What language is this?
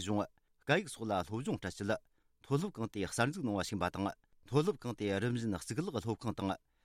Tibetan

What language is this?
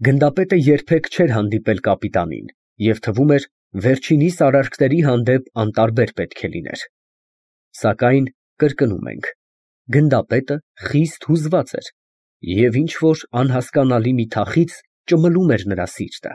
Armenian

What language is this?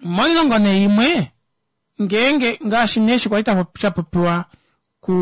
Kuanyama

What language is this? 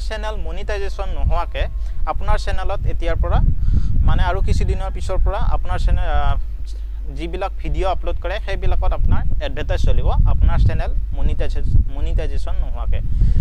Assamese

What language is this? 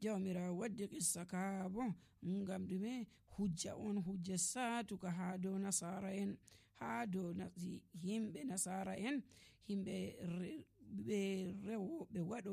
Nigerian Fulfulde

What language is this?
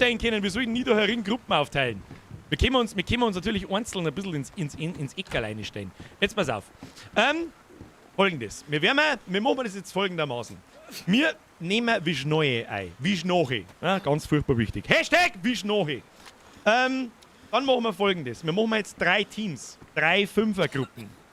Bavarian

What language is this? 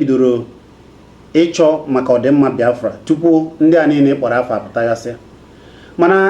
Igbo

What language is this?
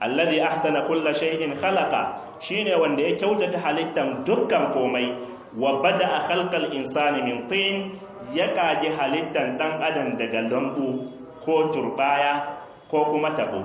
Hausa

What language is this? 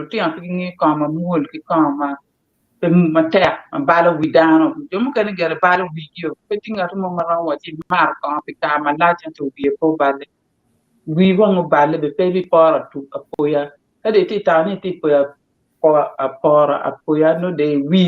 Acoli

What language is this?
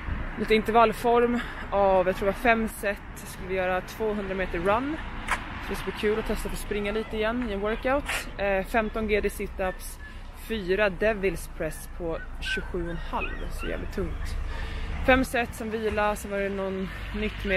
Swedish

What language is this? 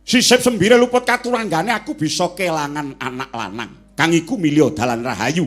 Javanese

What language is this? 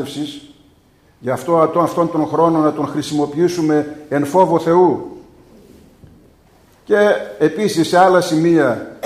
Greek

